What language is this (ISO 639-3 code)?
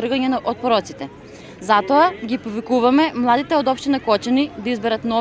mkd